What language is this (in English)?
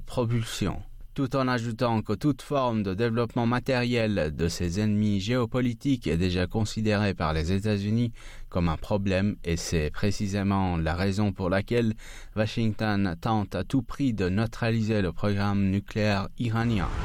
French